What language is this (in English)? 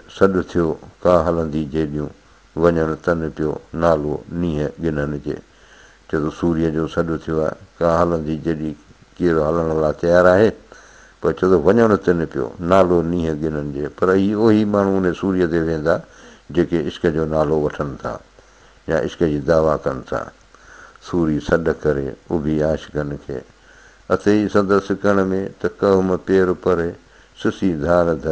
Sindhi